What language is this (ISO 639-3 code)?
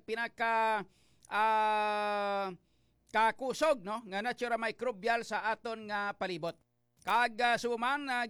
hil